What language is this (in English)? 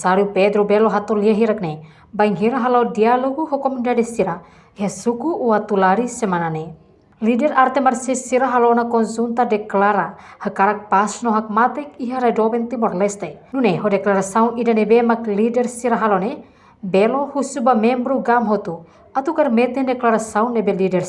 Tetum